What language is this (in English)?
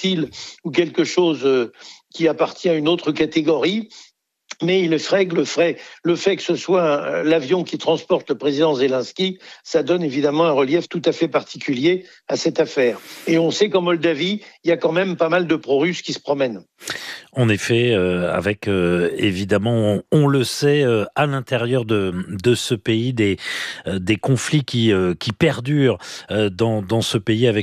French